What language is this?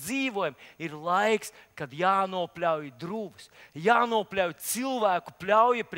Latvian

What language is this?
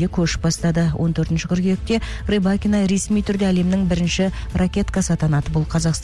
Kazakh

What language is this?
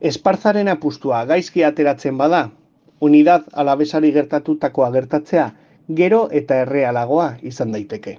Basque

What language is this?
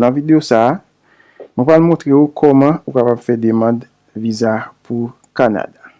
Haitian Creole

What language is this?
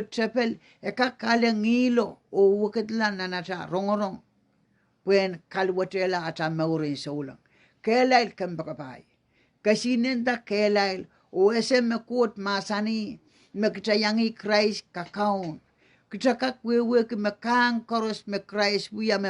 Pohnpeian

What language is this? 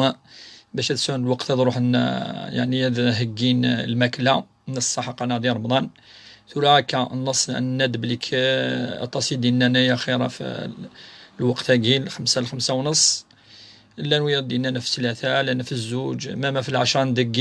Kabyle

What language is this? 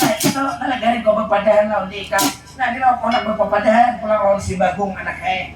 Banjar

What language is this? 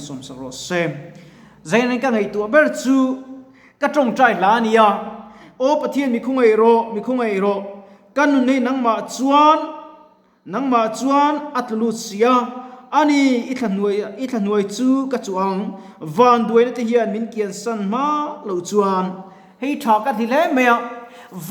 Mizo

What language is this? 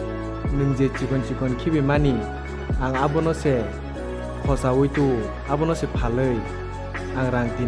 Kok Borok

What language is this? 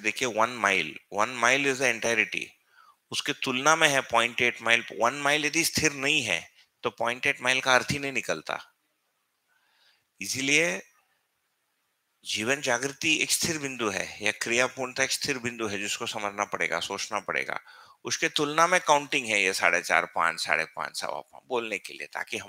Hindi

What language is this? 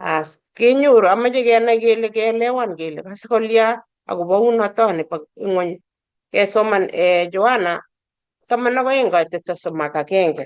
Kalenjin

